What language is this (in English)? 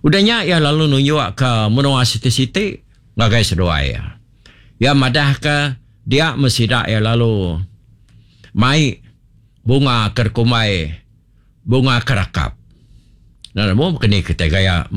Iban